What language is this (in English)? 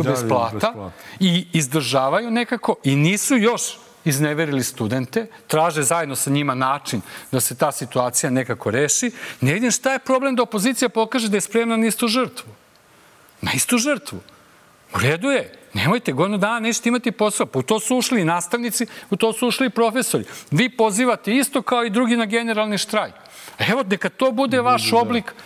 Serbian